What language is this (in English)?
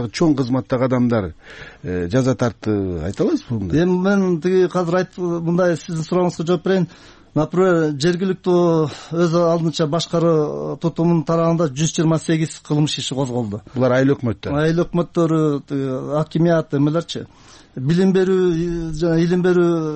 Kyrgyz